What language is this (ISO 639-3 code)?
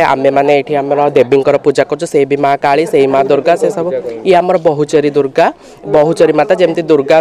ori